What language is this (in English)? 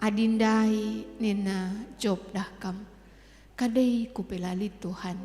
Batak Karo